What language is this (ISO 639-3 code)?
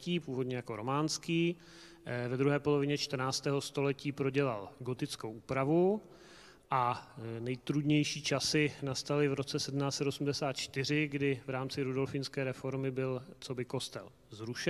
ces